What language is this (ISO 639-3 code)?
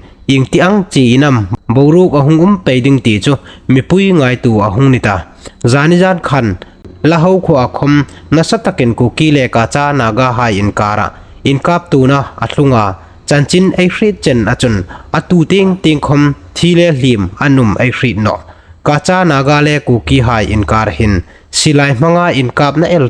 hmr